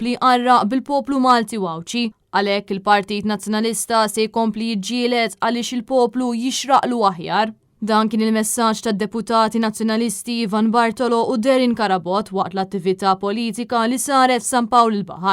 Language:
Maltese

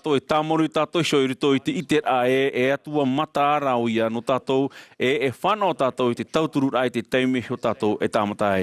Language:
Tahitian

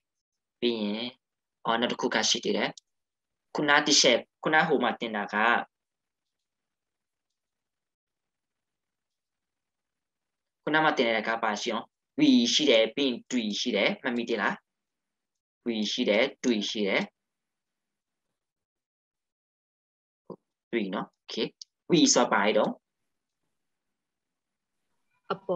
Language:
Burmese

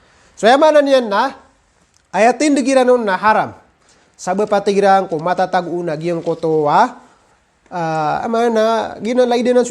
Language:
Maranao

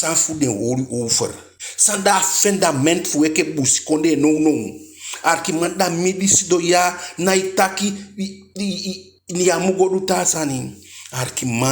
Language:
Eastern Maroon Creole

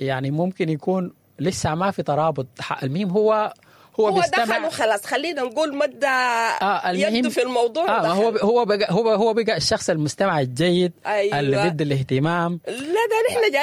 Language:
Sudanese Arabic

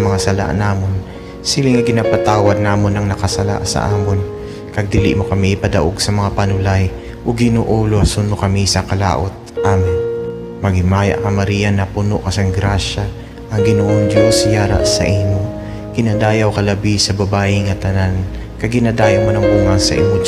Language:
Hiligaynon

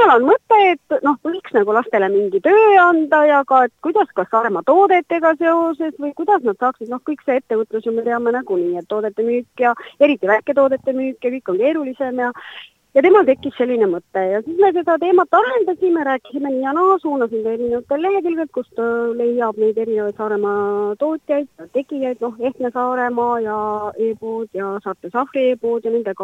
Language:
Estonian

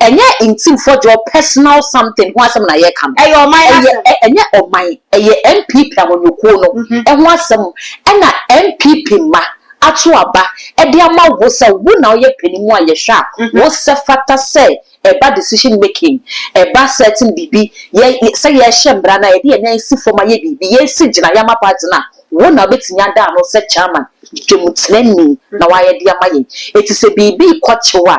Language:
Akan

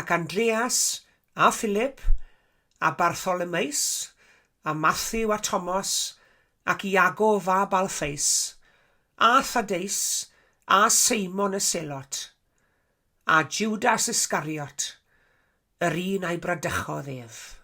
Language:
Welsh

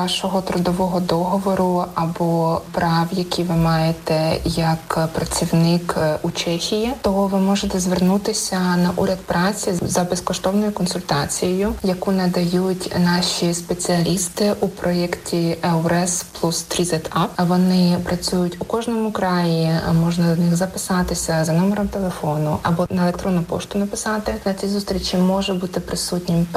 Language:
Ukrainian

